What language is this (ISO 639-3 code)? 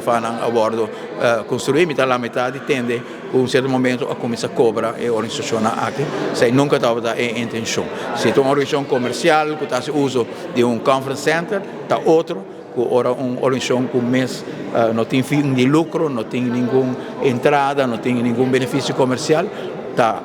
pap